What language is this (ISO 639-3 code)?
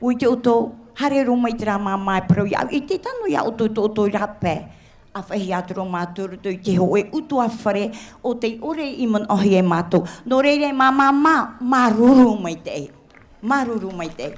tah